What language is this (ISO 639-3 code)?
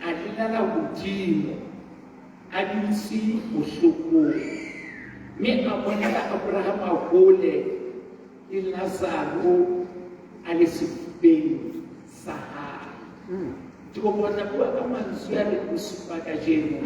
sot